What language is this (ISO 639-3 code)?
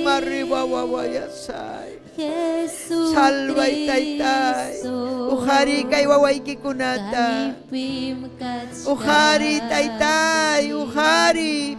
quy